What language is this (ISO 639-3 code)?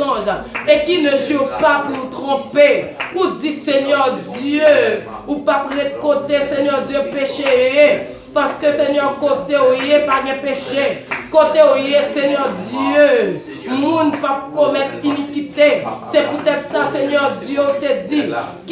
hat